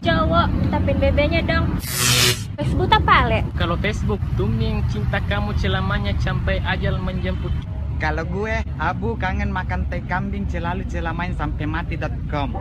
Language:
Makassar Malay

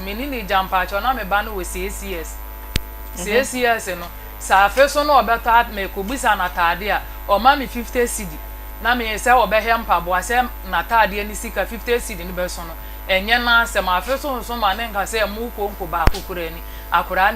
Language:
Akan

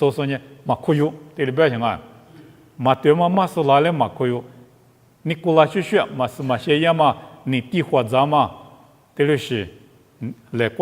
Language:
Lisu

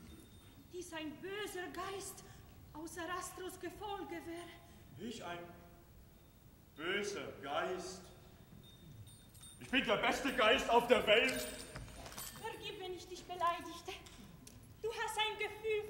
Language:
German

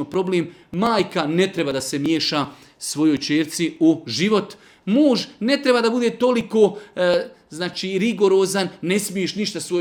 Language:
Bosnian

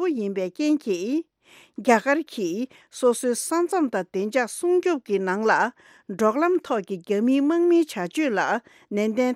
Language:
Tibetan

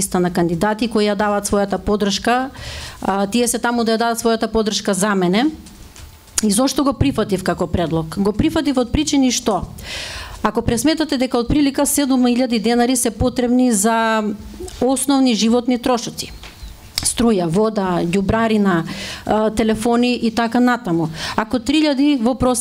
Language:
Macedonian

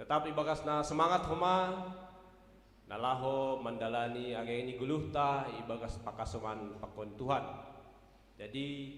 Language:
Batak Simalungun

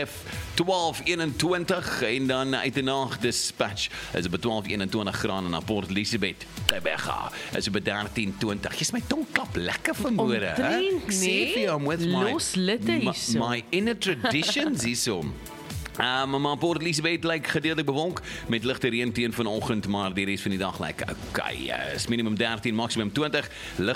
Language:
Afrikaans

